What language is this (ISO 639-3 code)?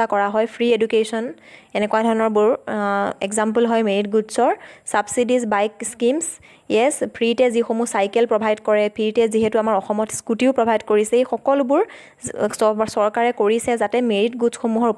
asm